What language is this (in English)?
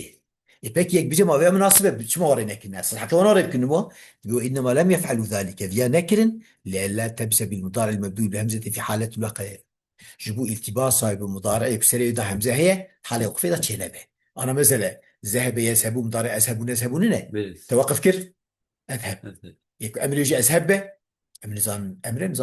Kurdish